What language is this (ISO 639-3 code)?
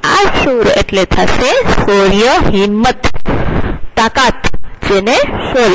guj